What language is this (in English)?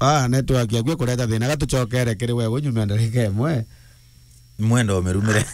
Meru